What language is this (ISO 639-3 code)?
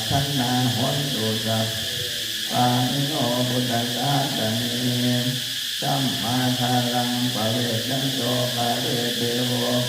pli